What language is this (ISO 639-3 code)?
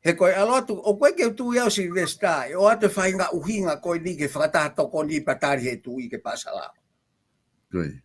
ton